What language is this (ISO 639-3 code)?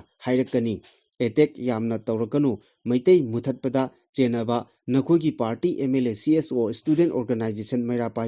mni